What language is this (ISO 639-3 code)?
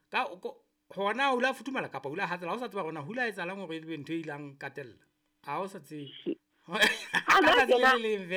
sot